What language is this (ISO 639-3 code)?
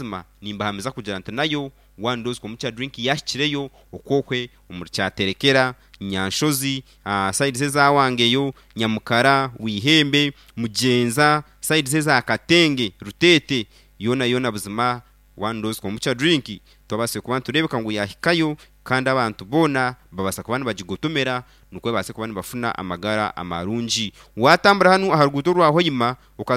nyn